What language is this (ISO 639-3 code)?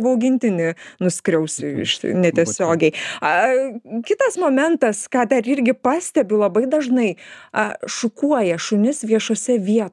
lit